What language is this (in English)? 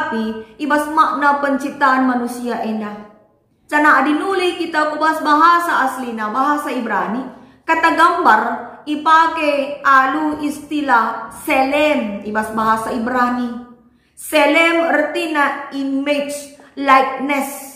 Batak Karo